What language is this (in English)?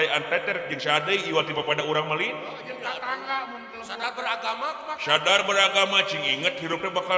Sundanese